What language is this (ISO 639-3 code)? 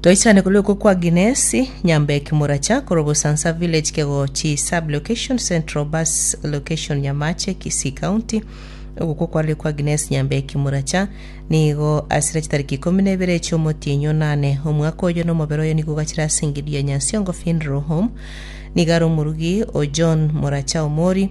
guz